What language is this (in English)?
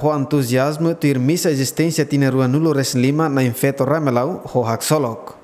Tetum